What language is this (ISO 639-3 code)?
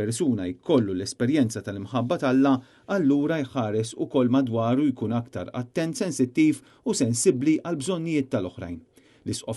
mlt